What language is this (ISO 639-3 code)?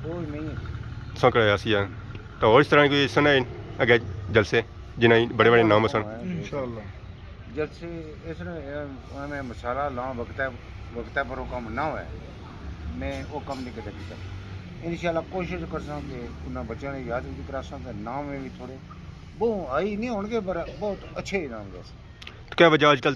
phr